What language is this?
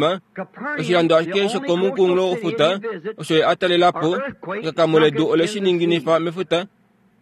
Kuanyama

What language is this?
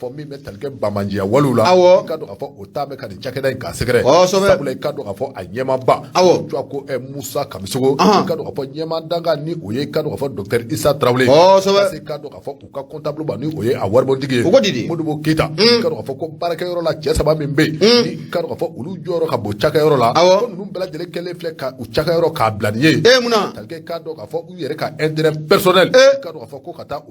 Bambara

